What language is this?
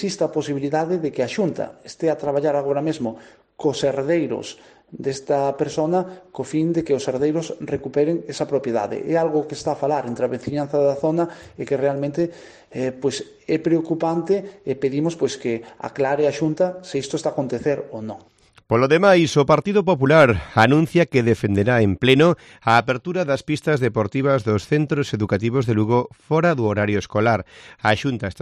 Galician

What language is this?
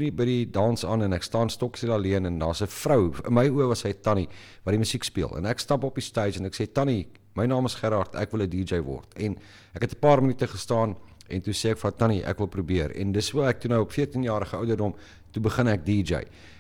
Afrikaans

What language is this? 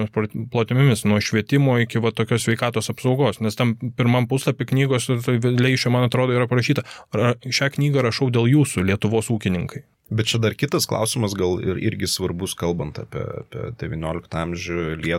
Lithuanian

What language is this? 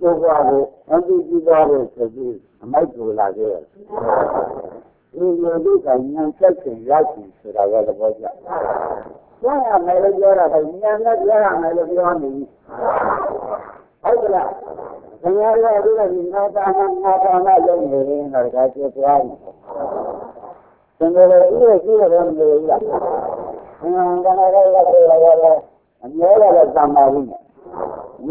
Burmese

